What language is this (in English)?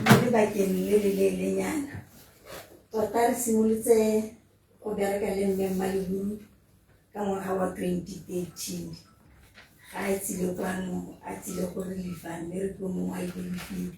Tswana